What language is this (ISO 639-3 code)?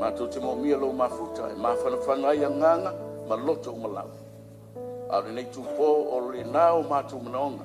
smo